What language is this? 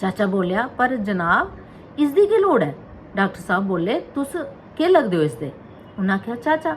Dogri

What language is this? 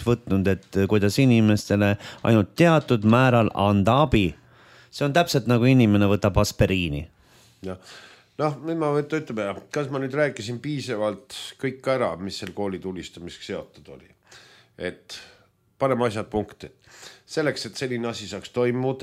Estonian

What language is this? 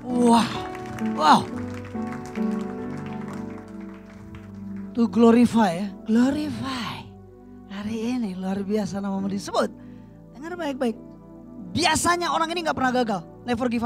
Indonesian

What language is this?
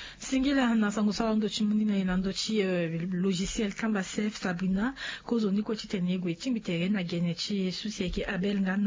Sango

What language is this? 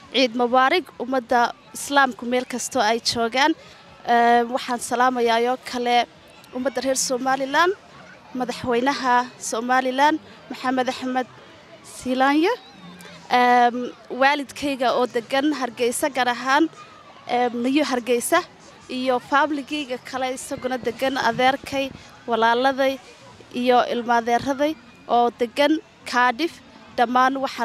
Somali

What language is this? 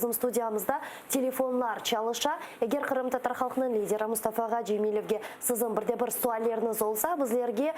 Crimean Tatar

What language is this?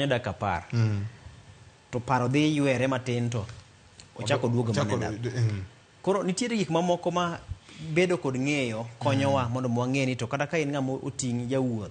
Luo (Kenya and Tanzania)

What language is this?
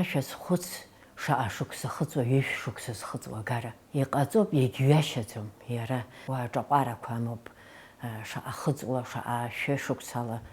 Abkhazian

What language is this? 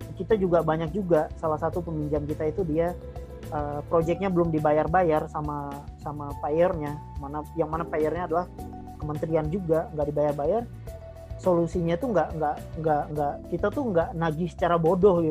Indonesian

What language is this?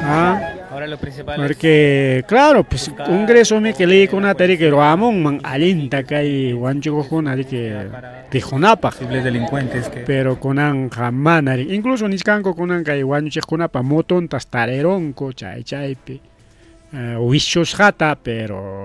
Ayacucho Quechua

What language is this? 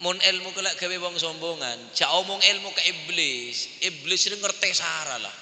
Madurese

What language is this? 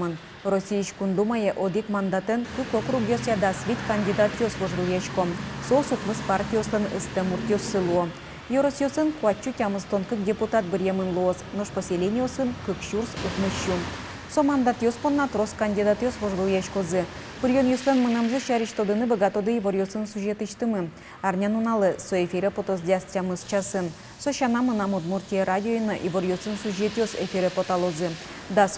Udmurt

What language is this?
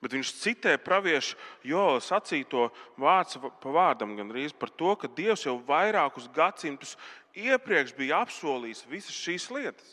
Latvian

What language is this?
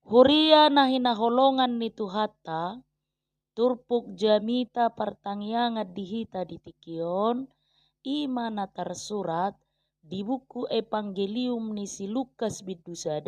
Batak Toba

